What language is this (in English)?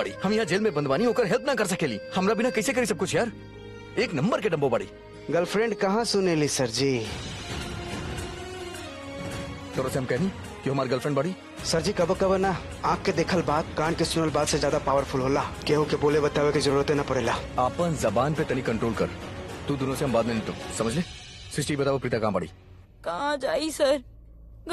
Bhojpuri